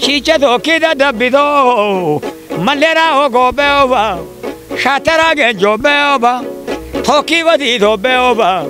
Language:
Kafa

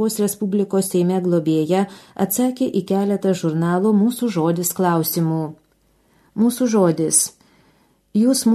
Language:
Lithuanian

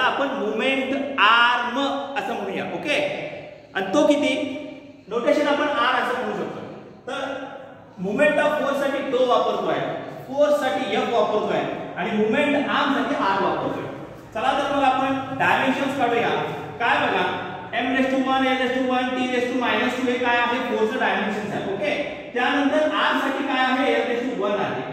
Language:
Marathi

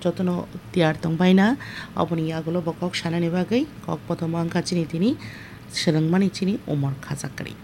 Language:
Kok Borok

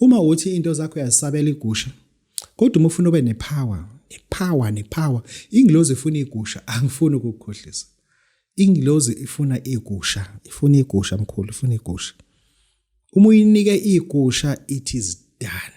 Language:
Zulu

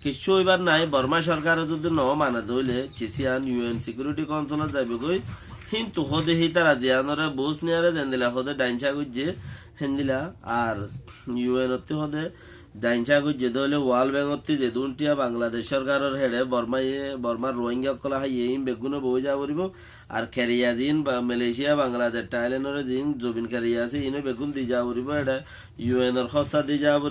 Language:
Rohingya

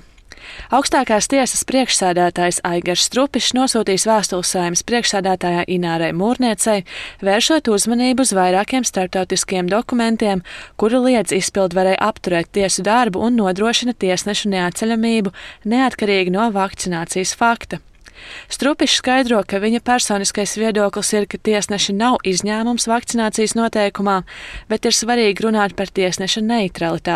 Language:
Latvian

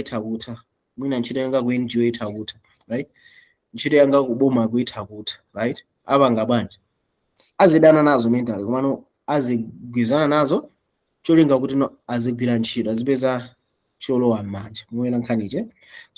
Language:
Nyanja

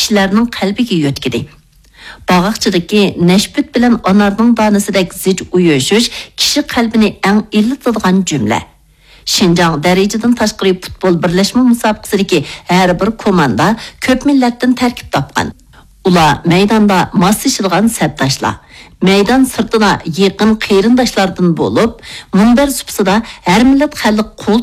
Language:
Uyghur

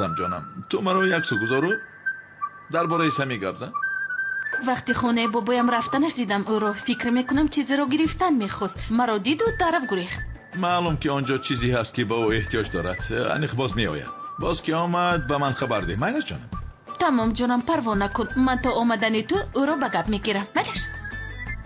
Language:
Tajik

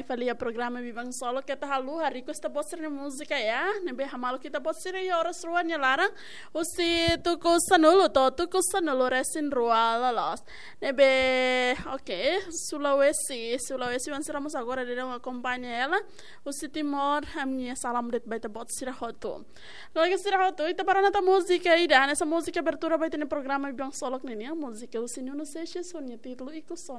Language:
Tetum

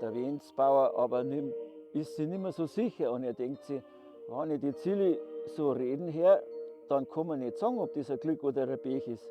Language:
Bavarian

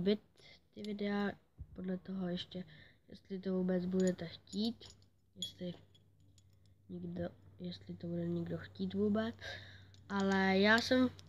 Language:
Czech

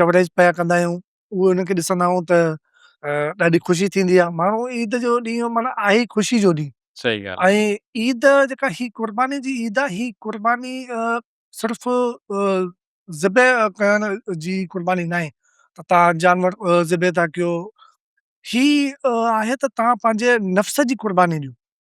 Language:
Sindhi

